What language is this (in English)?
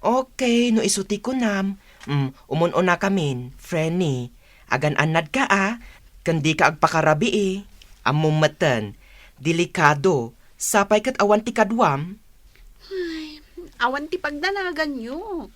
Iloko